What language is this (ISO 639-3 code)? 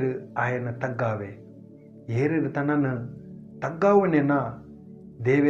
tcy